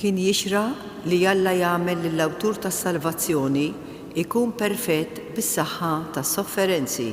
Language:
Maltese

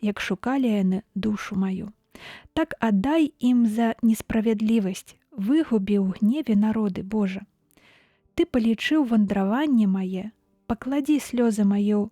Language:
Belarusian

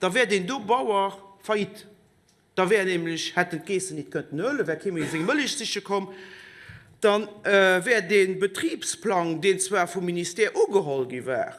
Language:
Luxembourgish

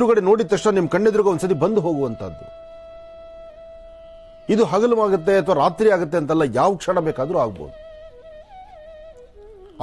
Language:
Kannada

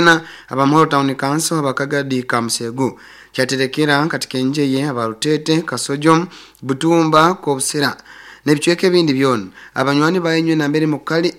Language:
Nyoro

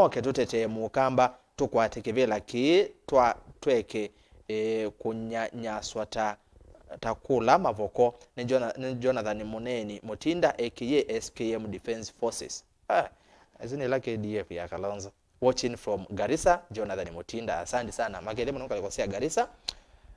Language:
Kamba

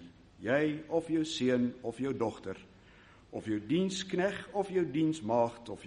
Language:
Afrikaans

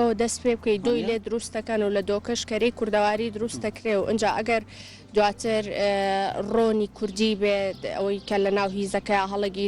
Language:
Central Kurdish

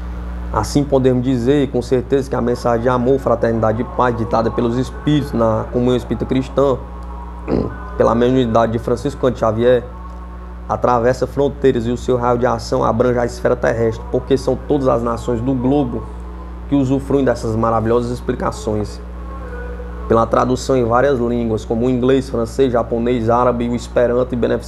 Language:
Portuguese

